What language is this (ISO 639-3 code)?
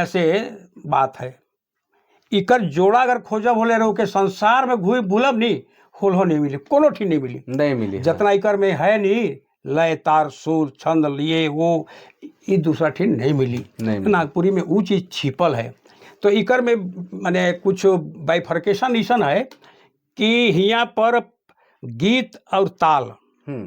sck